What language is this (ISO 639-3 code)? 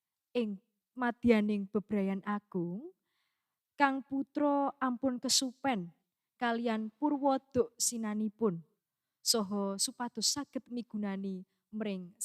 jav